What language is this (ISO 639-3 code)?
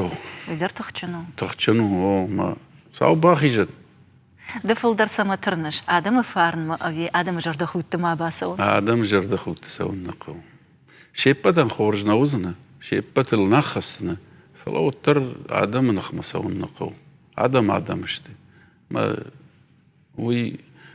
oss